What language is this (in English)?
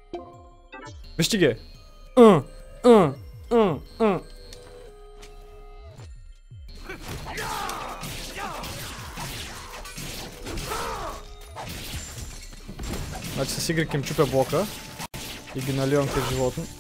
Bulgarian